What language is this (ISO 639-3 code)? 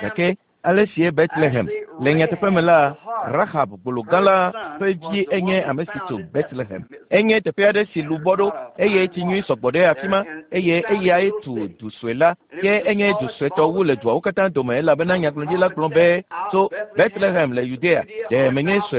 ewe